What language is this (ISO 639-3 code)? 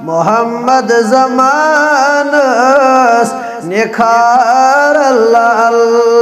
kas